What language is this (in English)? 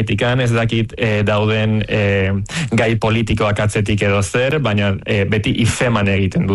Basque